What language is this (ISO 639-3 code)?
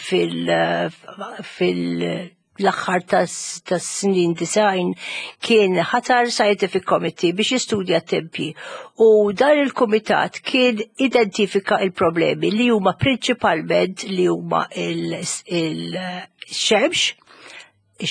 mlt